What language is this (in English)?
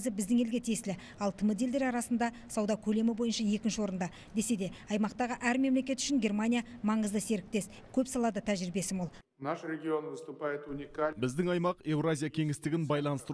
Kazakh